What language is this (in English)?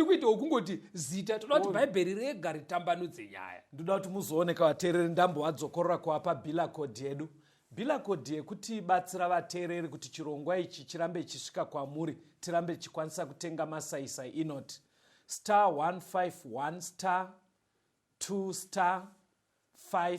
Shona